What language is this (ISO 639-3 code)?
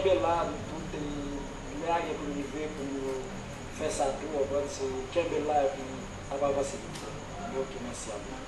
hat